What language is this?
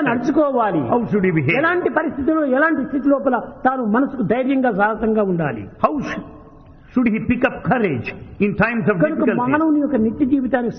Telugu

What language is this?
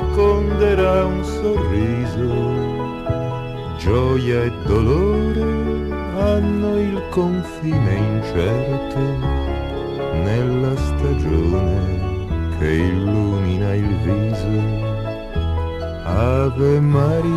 Italian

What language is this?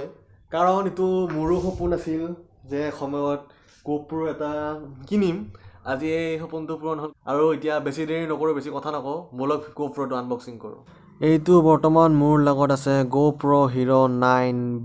Assamese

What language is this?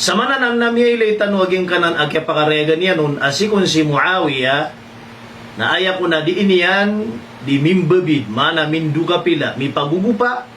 Maranao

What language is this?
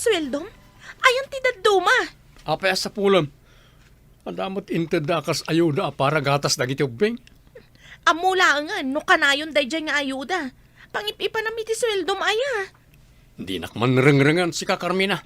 Iloko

